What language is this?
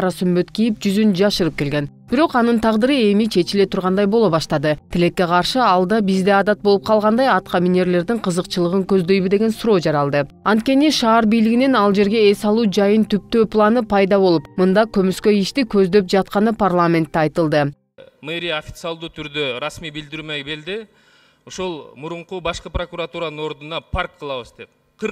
Kyrgyz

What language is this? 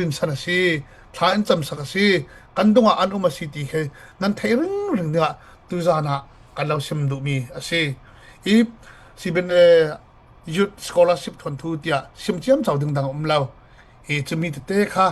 Falam Chin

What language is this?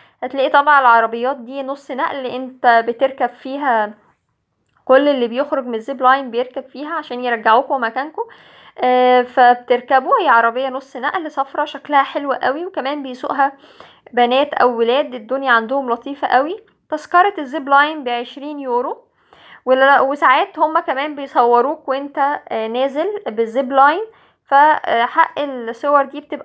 Egyptian Arabic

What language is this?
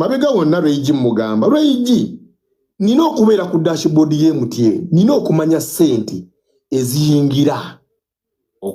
Ganda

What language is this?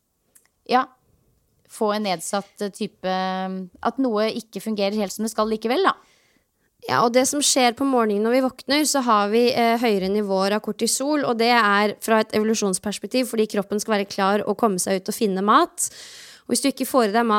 Norwegian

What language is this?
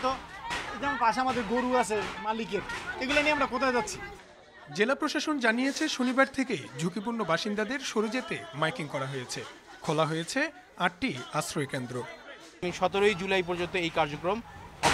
Bangla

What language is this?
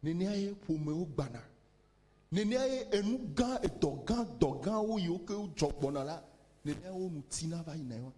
Ewe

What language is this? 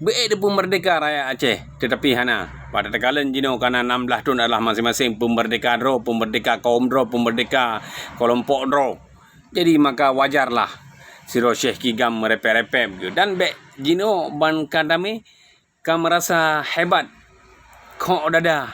Achinese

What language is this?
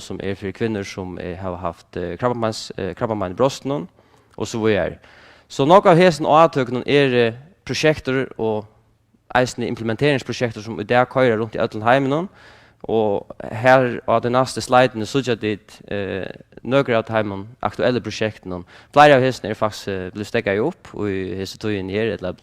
Faroese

